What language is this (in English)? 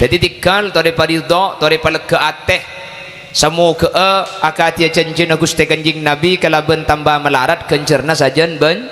Madurese